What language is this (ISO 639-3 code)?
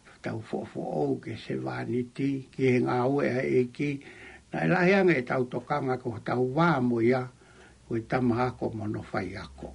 ton